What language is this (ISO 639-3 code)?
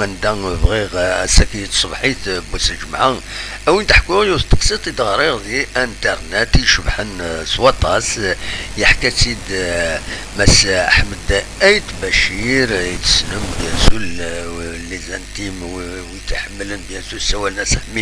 kab